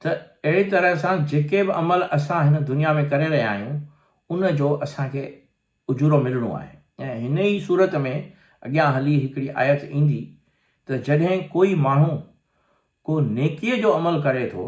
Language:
Sindhi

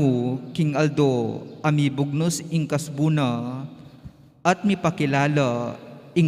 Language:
Pampanga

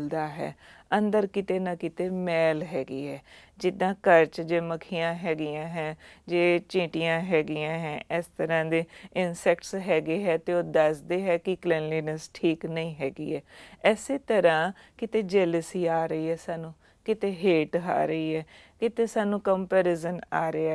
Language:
Punjabi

